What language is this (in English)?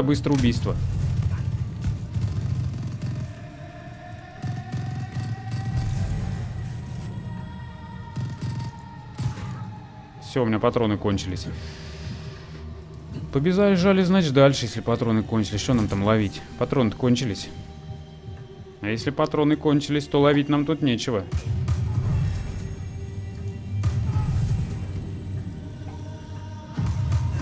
Russian